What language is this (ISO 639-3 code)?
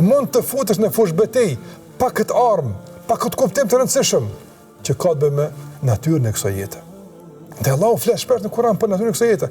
sqi